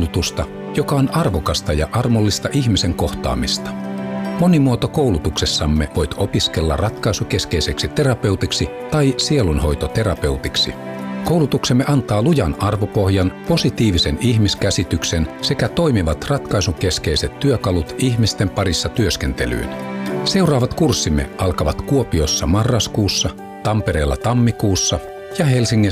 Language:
Finnish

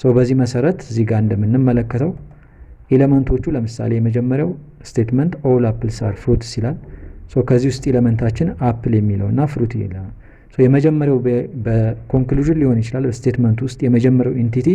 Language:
Amharic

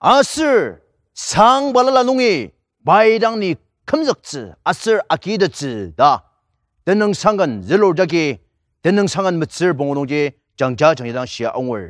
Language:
Ao Naga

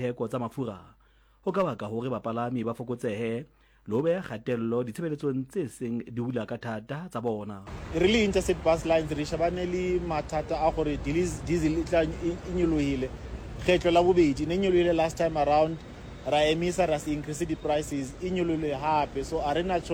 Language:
Southern Sotho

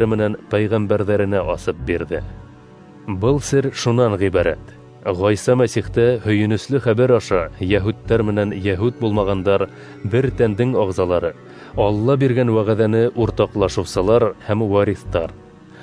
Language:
Bashkir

